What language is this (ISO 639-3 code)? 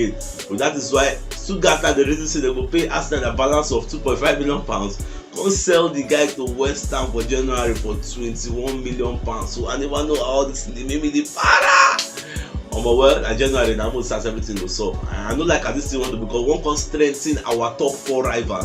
pcm